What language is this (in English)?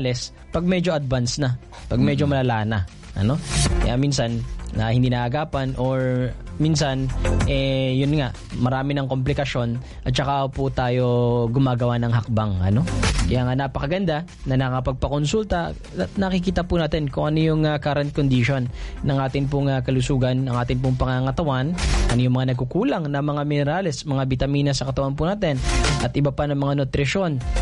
Filipino